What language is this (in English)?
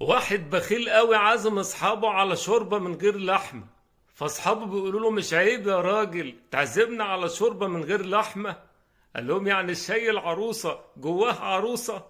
Egyptian Arabic